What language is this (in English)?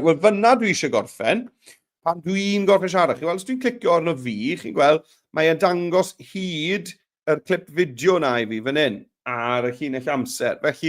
Welsh